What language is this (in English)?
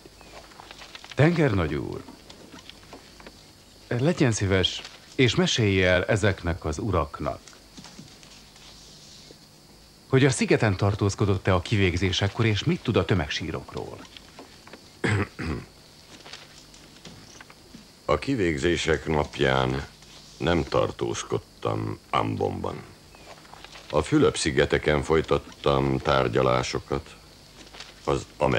Hungarian